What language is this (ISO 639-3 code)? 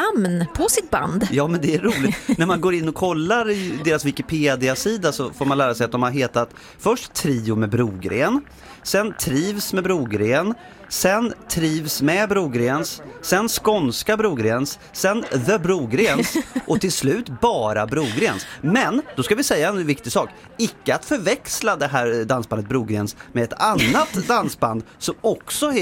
swe